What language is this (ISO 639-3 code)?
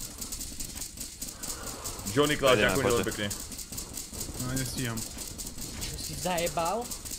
slk